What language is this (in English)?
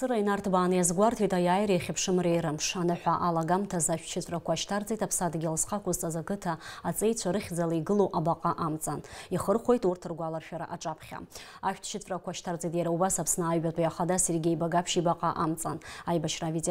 Abkhazian